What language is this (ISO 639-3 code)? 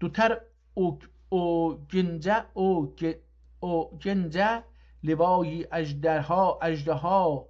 azb